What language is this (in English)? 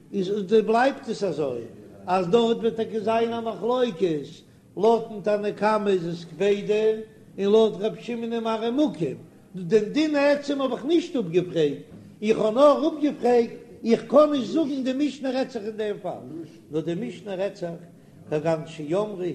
Yiddish